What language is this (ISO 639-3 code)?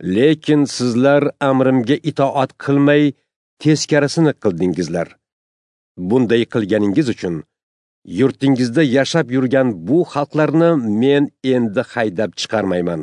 uzb